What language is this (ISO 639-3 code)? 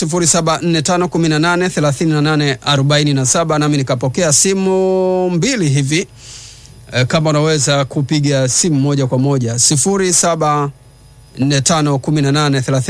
swa